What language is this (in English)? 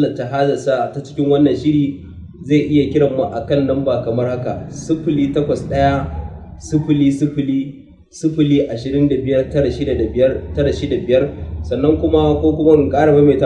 Hausa